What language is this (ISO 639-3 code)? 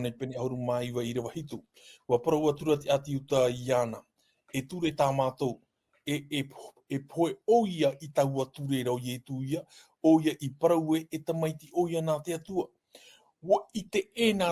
tah